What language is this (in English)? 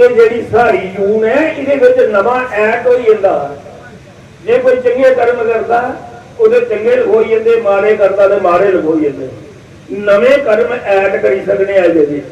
Dogri